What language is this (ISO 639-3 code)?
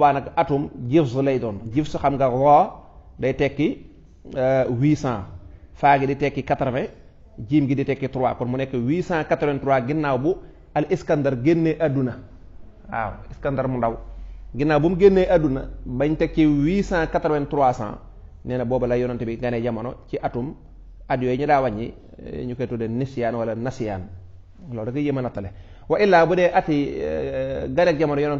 wol